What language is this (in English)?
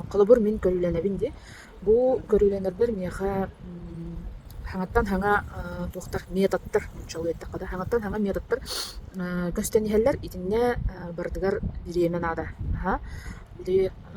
Yakut